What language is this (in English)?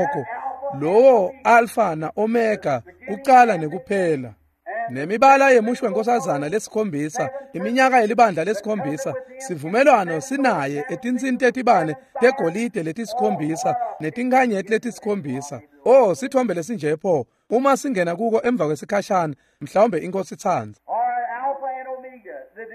Swati